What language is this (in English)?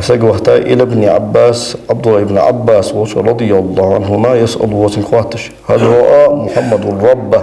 Ingush